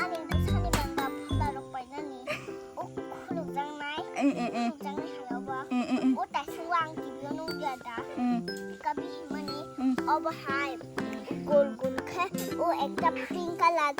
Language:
Kok Borok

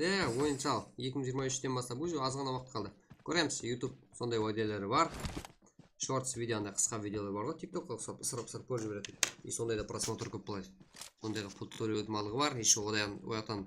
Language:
Kara-Kalpak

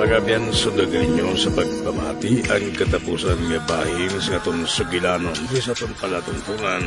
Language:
Hiligaynon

